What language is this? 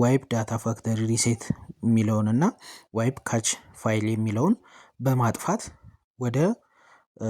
Amharic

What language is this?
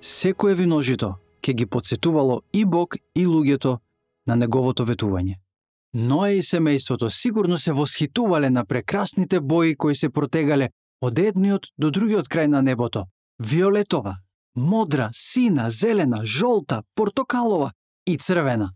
Macedonian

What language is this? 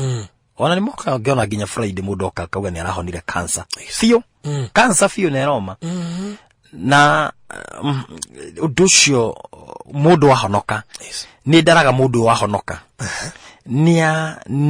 Kikuyu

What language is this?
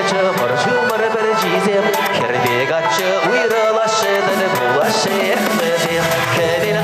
Chuvash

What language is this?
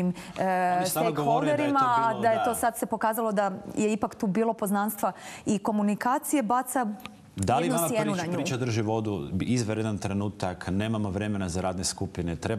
Croatian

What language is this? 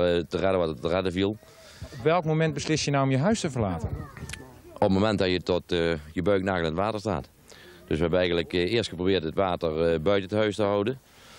Dutch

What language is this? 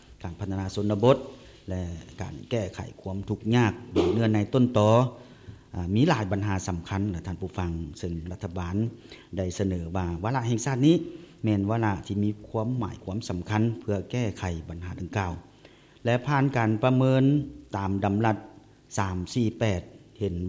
Lao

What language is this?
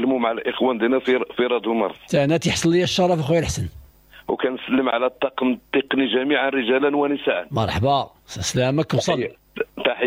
Moroccan Arabic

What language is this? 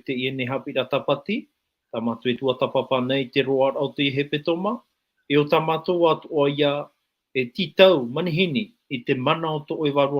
Tahitian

